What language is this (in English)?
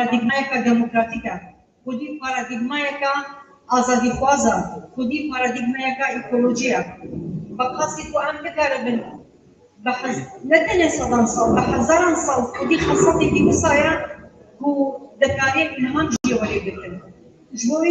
Kurdish